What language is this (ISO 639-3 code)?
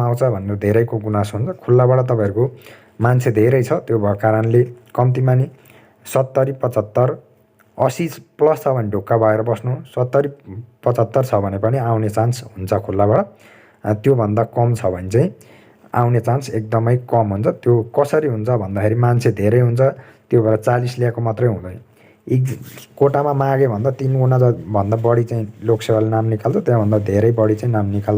nep